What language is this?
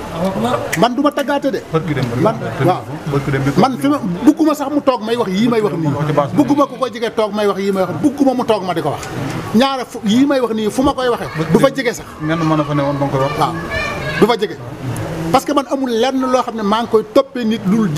Wolof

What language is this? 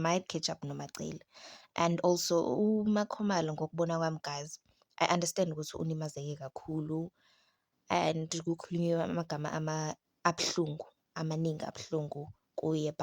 Zulu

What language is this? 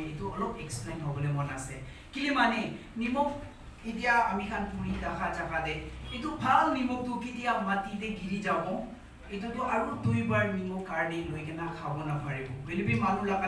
Naga Pidgin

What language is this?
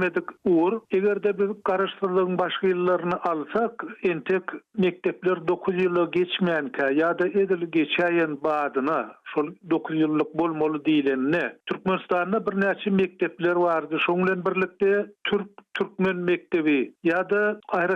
Turkmen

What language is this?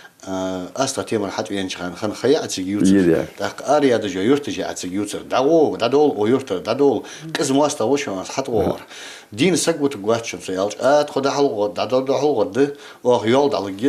Ingush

